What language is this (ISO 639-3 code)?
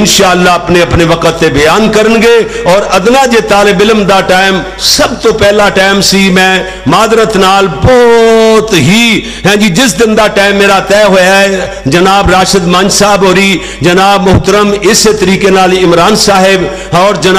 lah